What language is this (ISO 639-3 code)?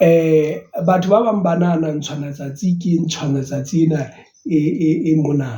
sot